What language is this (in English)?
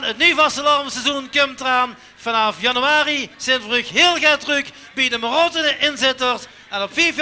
Limburgish